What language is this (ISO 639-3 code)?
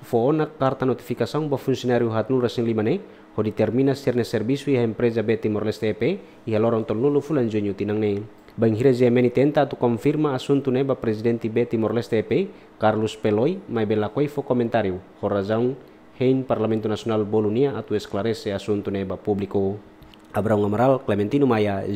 tet